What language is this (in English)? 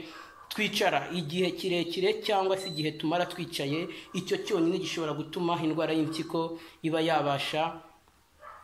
Kinyarwanda